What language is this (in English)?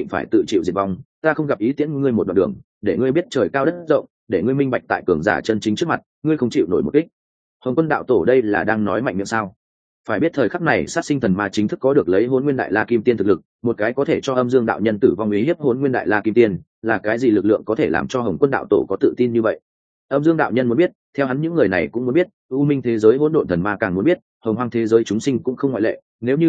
Vietnamese